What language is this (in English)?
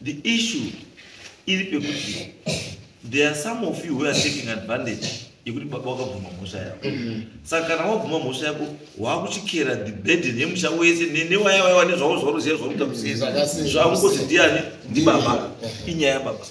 Shona